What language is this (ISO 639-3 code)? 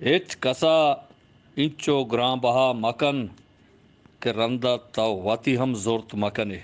bgp